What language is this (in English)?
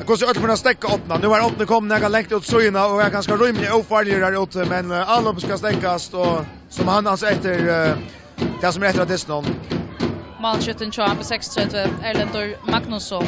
Faroese